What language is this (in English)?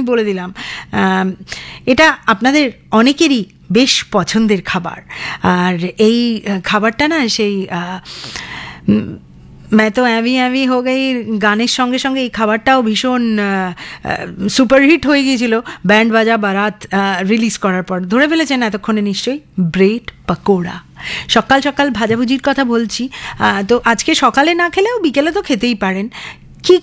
Bangla